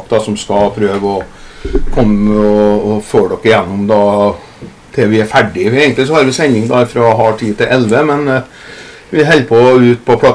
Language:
Norwegian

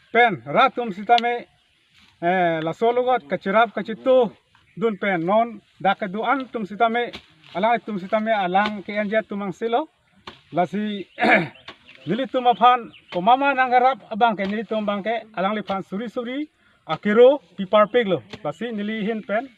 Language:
Karbi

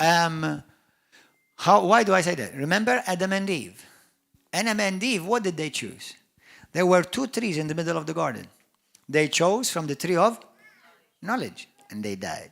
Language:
English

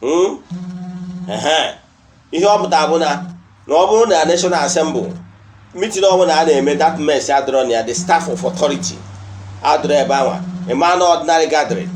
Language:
Igbo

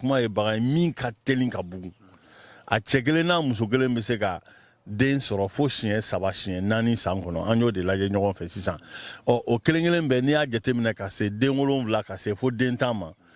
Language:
Bambara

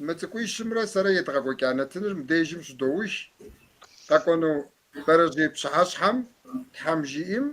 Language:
Kabardian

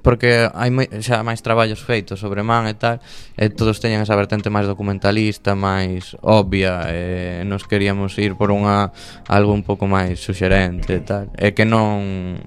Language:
Galician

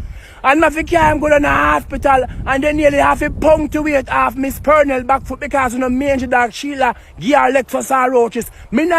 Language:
Jamaican Creole English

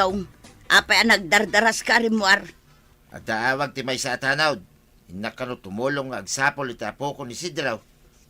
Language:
Iloko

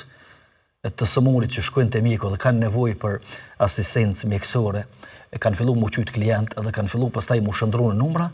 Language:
Albanian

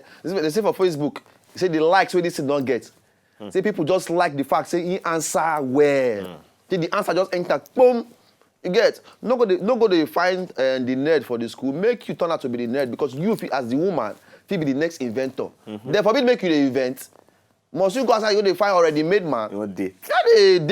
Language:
Nigerian Pidgin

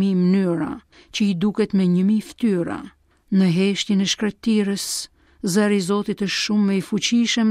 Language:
Albanian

